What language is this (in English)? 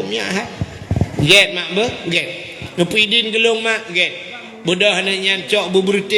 Achinese